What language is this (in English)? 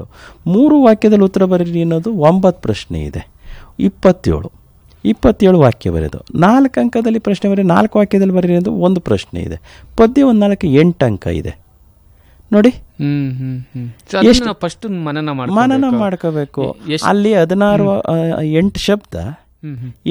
Kannada